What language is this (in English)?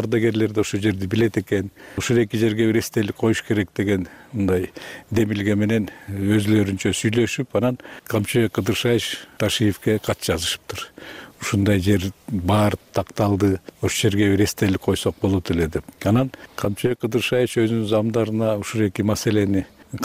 Kyrgyz